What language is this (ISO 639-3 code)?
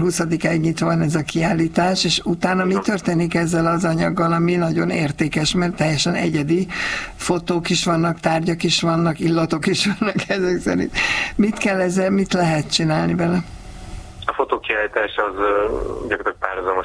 hun